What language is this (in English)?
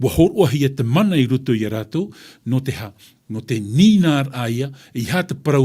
Tahitian